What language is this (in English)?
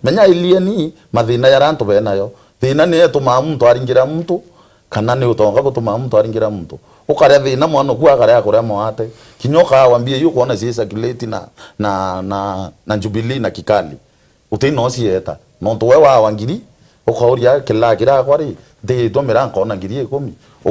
Meru